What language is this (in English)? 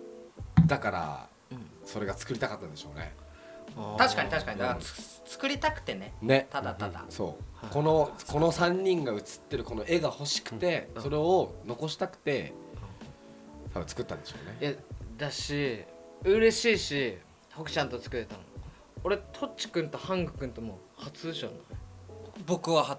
Japanese